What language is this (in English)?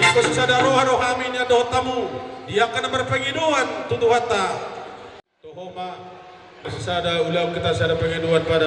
Batak Toba